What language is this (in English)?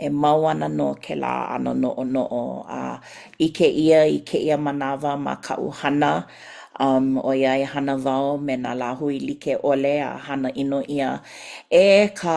Hawaiian